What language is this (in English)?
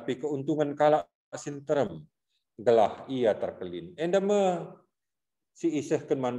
Batak Karo